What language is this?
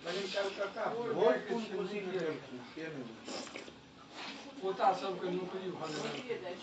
Maithili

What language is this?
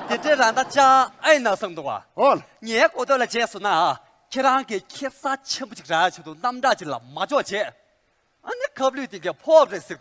Tibetan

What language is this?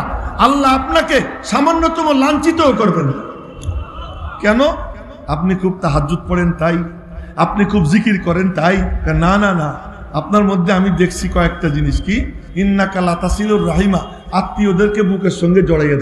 Bangla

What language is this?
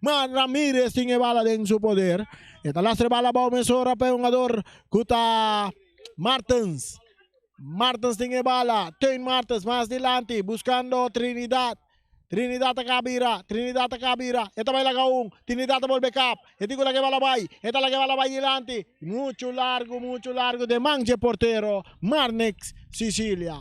Papiamento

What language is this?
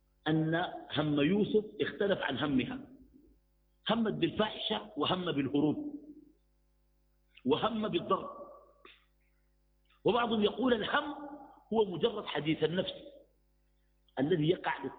Arabic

